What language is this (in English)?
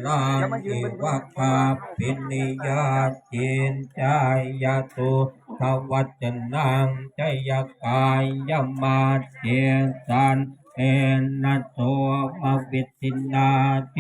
Pali